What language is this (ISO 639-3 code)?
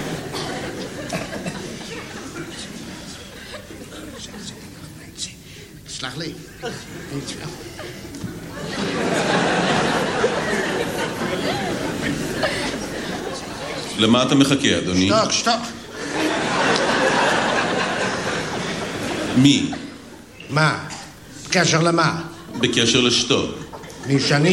heb